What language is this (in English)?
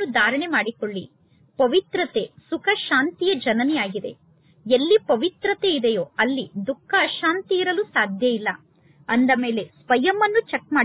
Kannada